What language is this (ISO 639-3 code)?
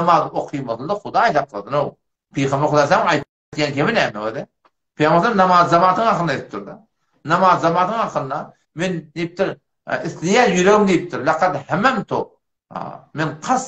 tuk